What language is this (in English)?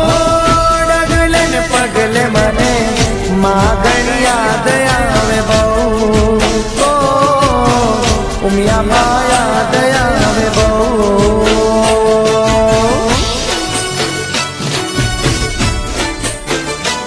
Gujarati